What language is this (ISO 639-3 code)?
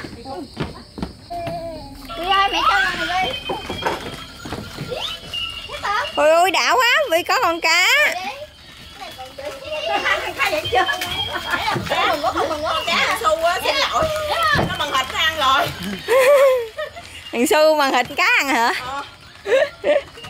vie